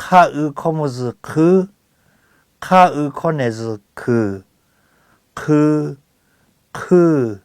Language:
Lahu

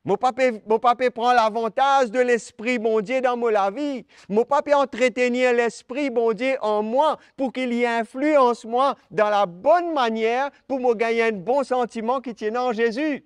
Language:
Morisyen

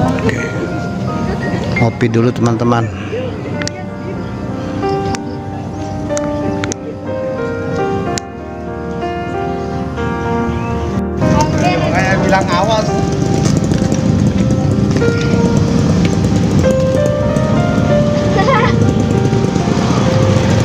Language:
Indonesian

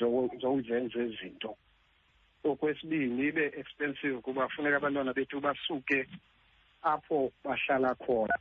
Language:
Xhosa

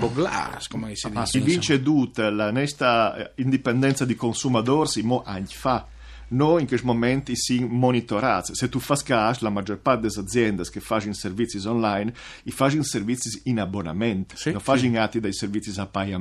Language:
Friulian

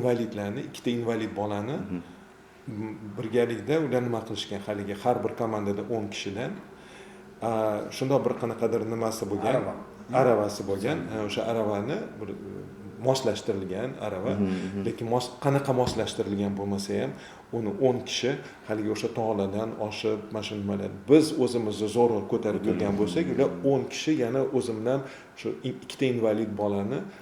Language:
Uzbek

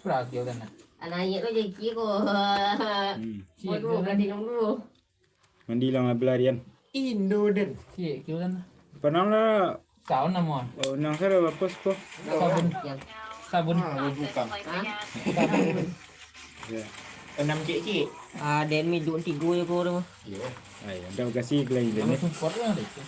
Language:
Minangkabau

